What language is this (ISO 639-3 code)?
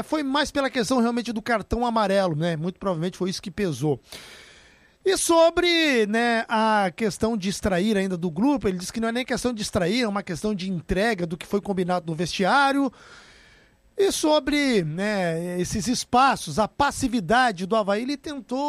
por